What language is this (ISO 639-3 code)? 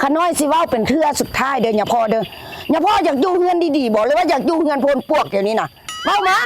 tts